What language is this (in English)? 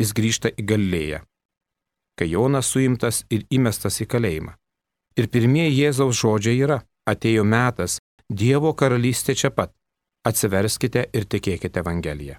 Lithuanian